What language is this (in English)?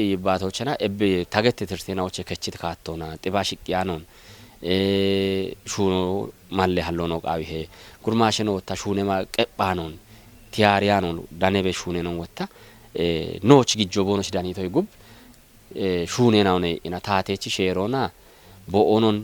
Kafa